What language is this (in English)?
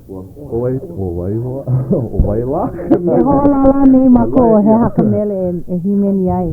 Hawaiian